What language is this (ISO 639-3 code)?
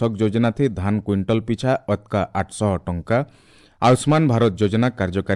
ori